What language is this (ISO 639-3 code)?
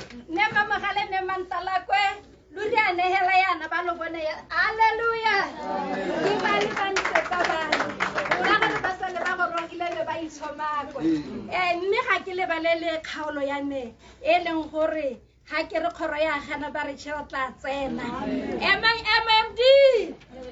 tsn